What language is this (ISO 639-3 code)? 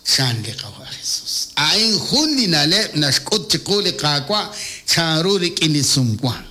kek